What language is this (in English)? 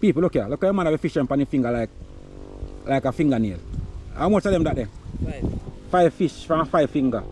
Jamaican Creole English